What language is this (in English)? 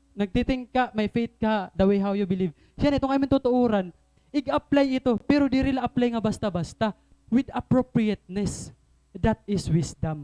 Waray